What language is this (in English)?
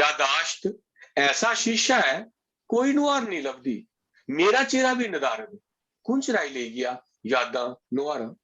Dogri